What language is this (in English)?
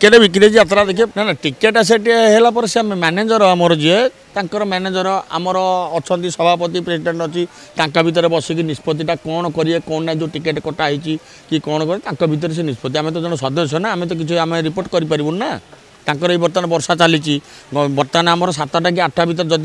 Odia